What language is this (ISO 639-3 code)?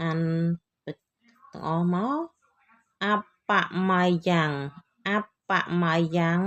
khm